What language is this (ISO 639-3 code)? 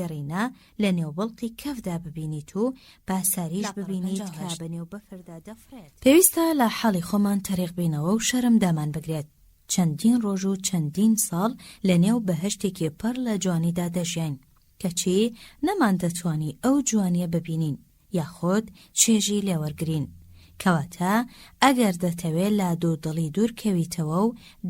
ckb